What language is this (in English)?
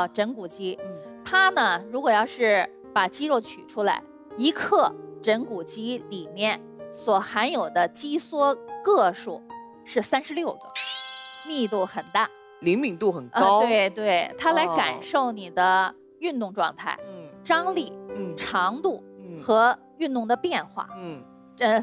Chinese